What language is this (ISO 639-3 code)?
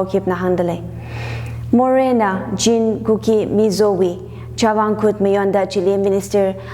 nmf